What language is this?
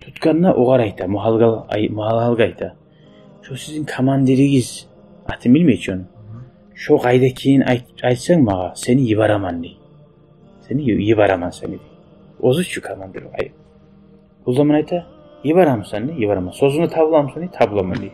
Kumyk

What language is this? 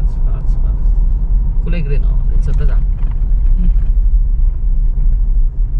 Filipino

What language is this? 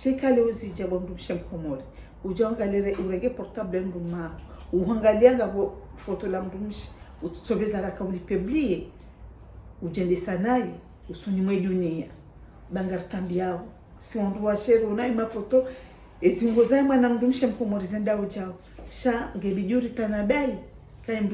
Ngazidja Comorian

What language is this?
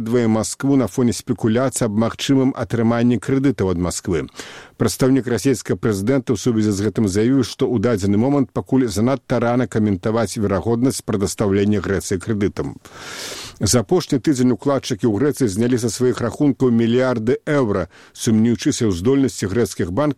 Belarusian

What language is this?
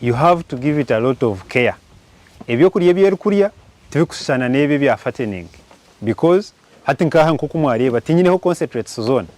Nyankole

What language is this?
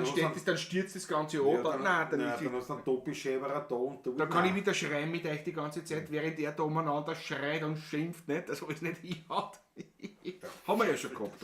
Bavarian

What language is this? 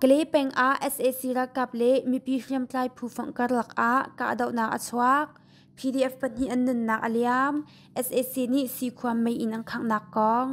Hakha Chin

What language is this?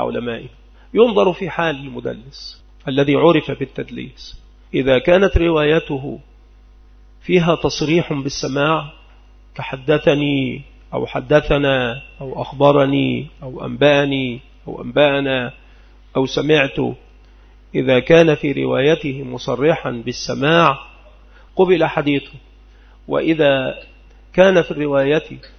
Arabic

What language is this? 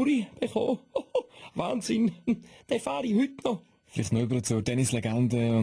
Swiss German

